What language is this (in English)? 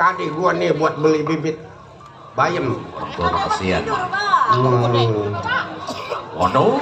Betawi